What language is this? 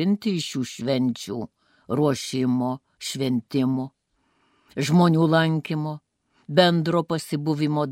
Lithuanian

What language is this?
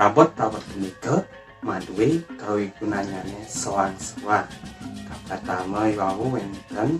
Balinese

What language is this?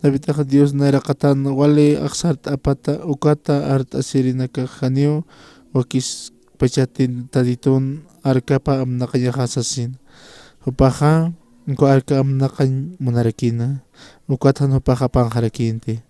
Aymara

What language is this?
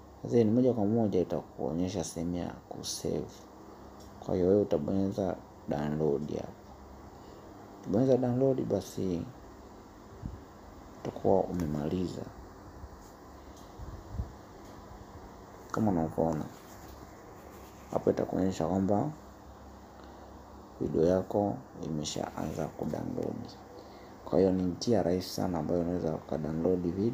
Swahili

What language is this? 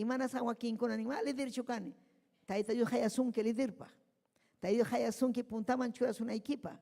Ayacucho Quechua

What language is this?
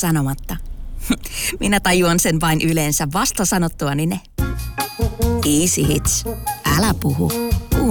Finnish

